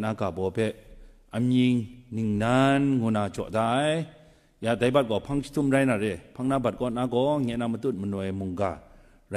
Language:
Kachin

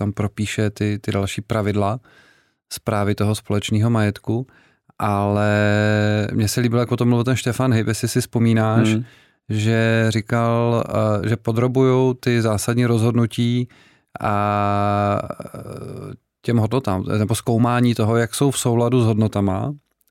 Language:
Czech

